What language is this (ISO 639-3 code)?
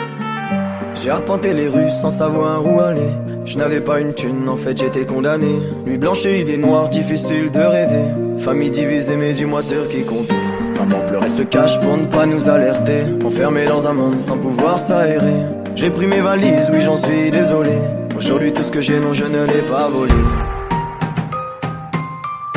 fra